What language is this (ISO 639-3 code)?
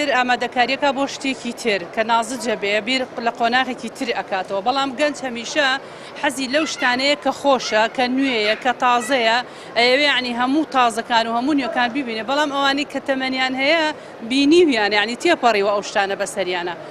ckb